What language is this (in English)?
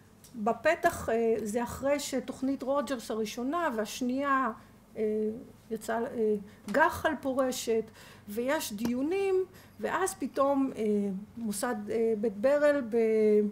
Hebrew